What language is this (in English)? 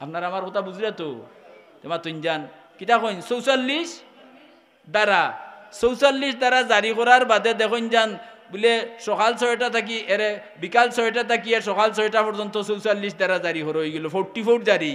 Sylheti